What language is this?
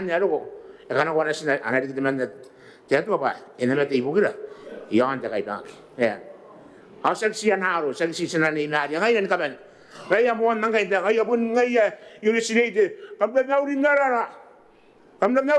Gilbertese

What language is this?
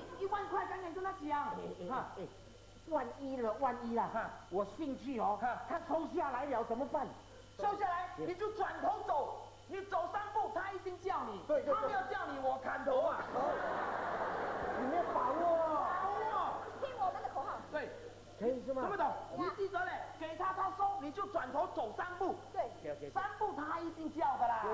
Chinese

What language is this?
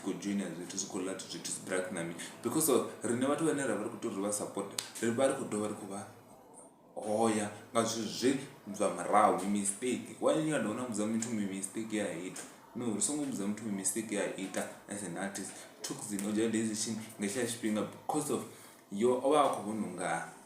Venda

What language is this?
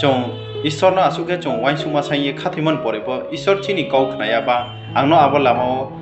Riang (India)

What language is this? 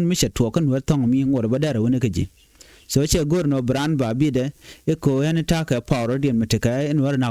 Nuer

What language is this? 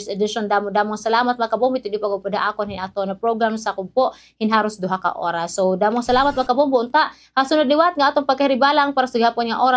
Waray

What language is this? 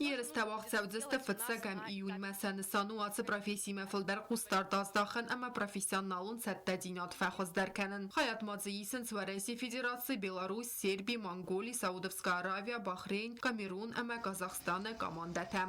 Ossetic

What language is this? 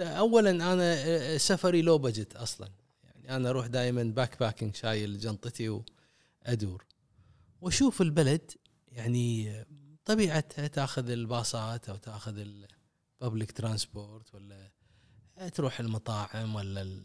Gulf Arabic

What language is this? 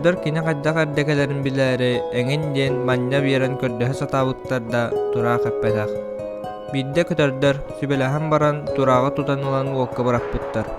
Yakut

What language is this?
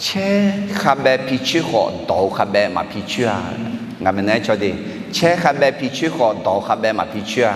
Akha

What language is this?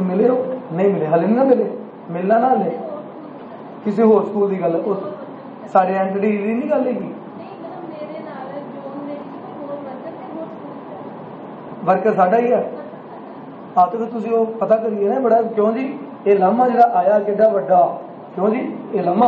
Punjabi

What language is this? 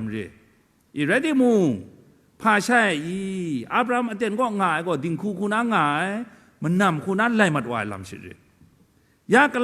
Kachin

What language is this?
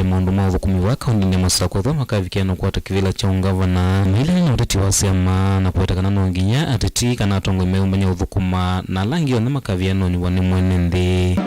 Kamba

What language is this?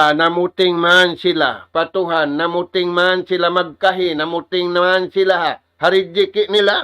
Tausug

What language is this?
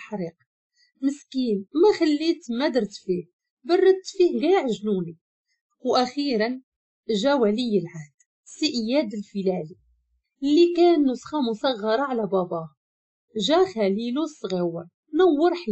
Moroccan Arabic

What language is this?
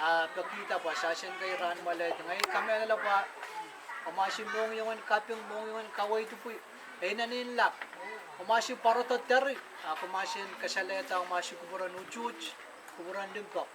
Pohnpeian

